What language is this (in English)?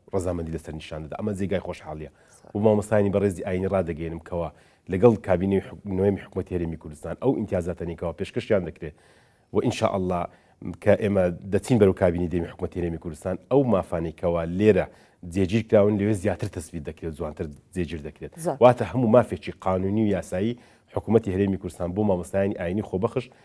Central Kurdish